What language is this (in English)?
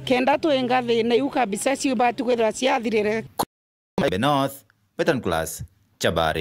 Meru